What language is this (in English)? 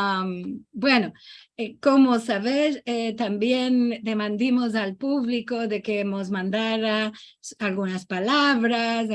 Ladino